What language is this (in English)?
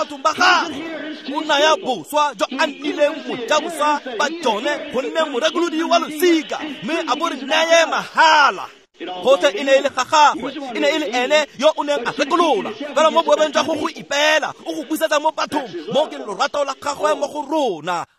Tswana